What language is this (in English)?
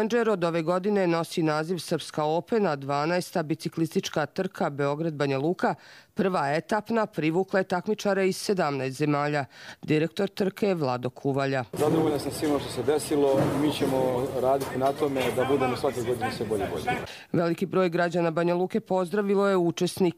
Croatian